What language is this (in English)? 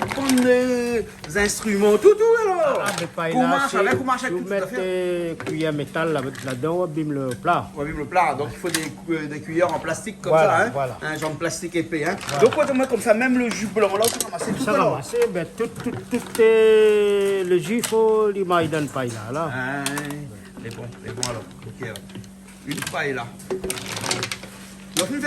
Réunion Creole French